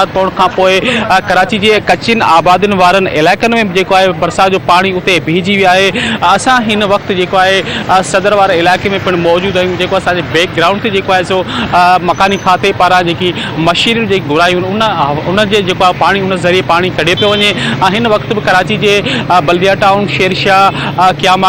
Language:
Sindhi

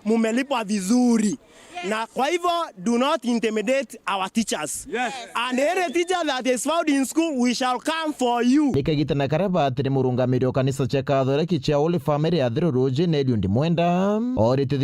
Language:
Meru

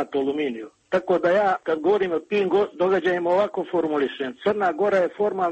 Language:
Serbian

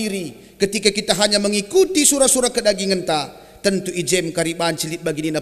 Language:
Batak Karo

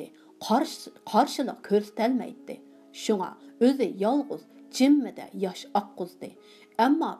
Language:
Uyghur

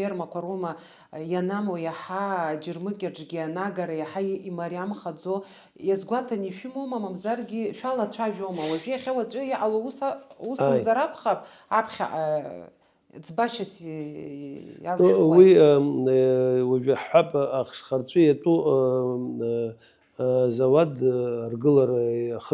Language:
Abkhazian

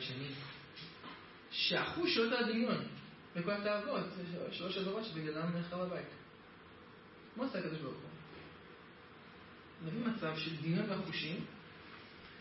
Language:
Hebrew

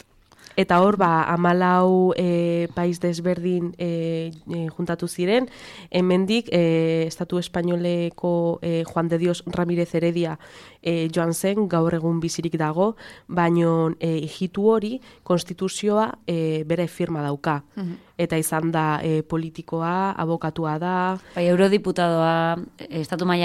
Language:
Basque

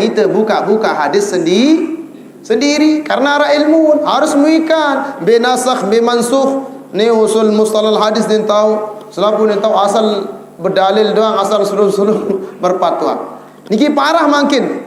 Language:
Sasak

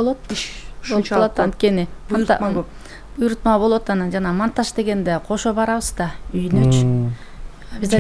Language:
Kyrgyz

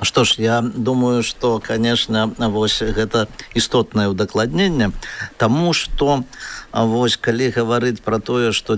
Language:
Belarusian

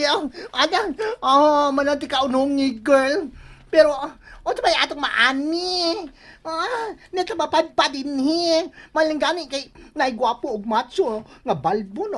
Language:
Cebuano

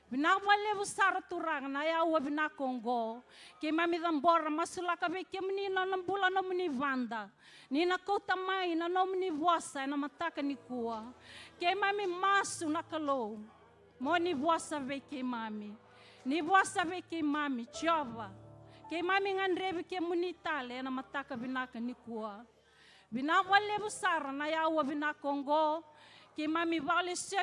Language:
Fijian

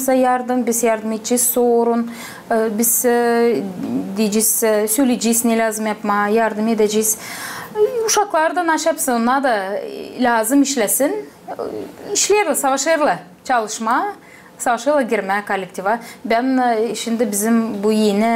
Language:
Gagauz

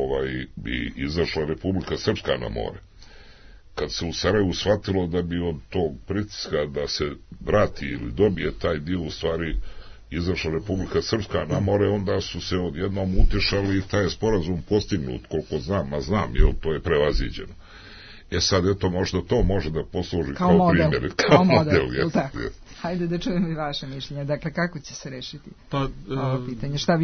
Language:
Serbian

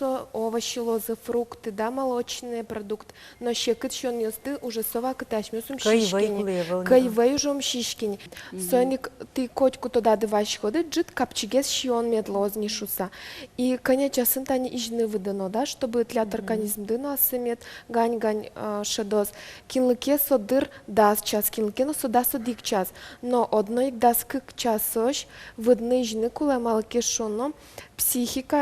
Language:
Udmurt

